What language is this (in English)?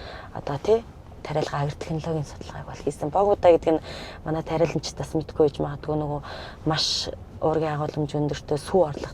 Mongolian